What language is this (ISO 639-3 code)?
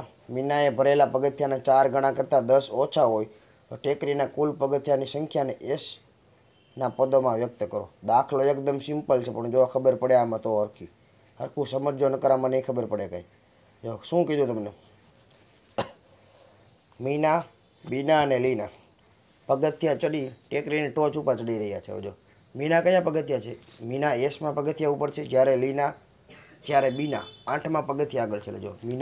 guj